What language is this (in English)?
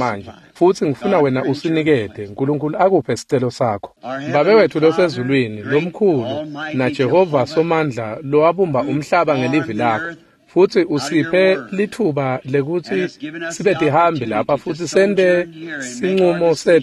Swati